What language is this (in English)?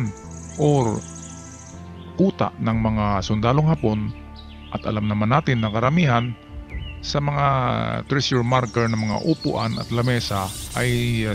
Filipino